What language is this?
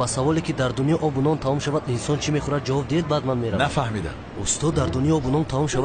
Tajik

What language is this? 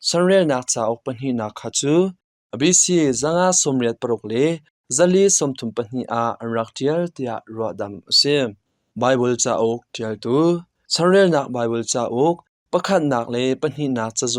Hakha Chin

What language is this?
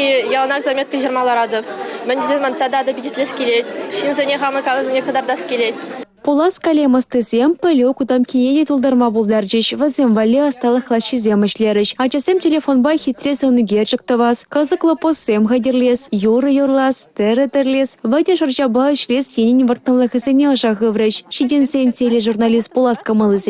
Chuvash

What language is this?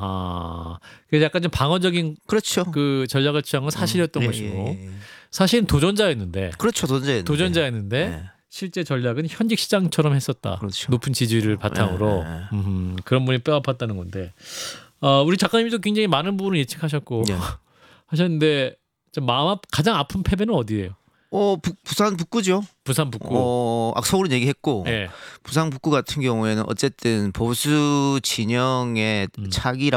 Korean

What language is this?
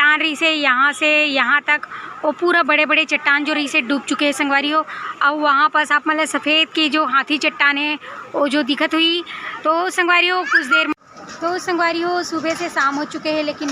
Chhattisgarhi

